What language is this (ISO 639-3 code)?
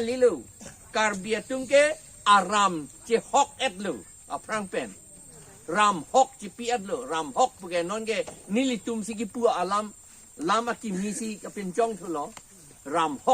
mjw